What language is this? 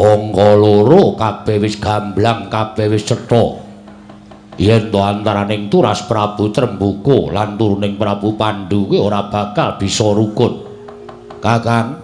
Javanese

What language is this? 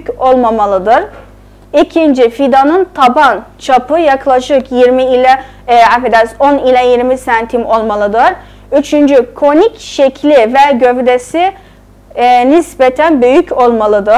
South Azerbaijani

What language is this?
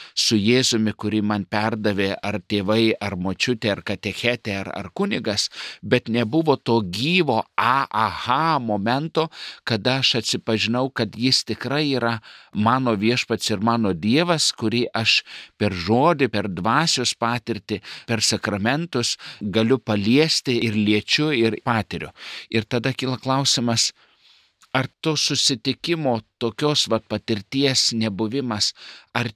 Lithuanian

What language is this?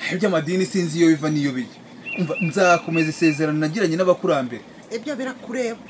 Kinyarwanda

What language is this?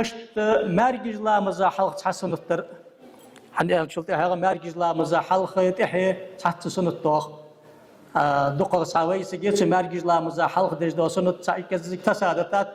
Ingush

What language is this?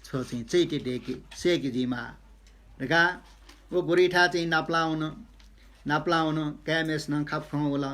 Newari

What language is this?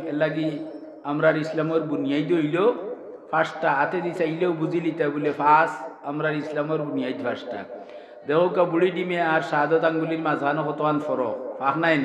Sylheti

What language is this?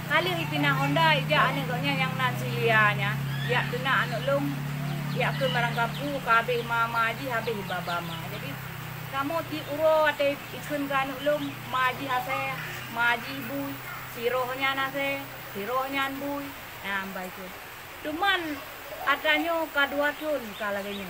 Achinese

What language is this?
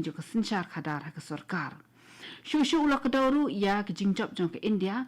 Khasi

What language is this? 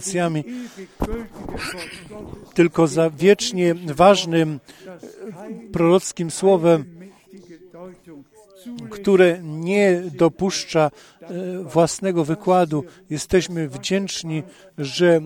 Polish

